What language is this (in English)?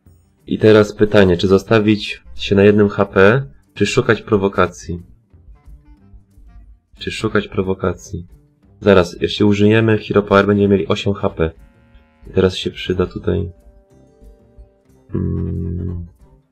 Polish